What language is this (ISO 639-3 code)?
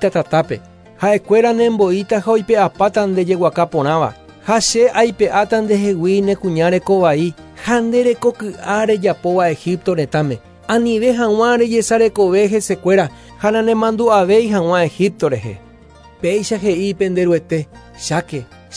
grn